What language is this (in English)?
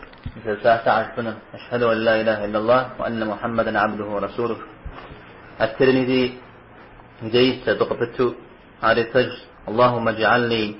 Kabardian